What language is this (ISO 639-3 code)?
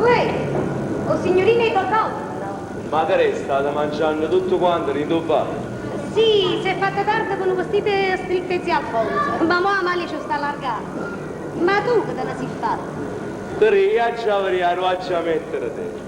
nap